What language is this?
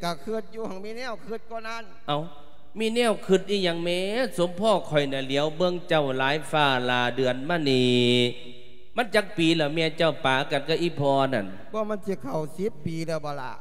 Lao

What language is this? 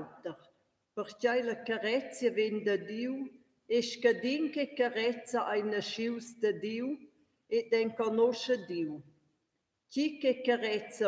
Romansh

